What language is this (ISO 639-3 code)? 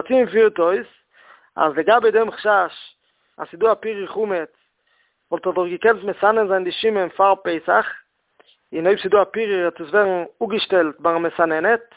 yid